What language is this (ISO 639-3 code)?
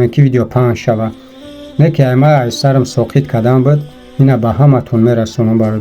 tgk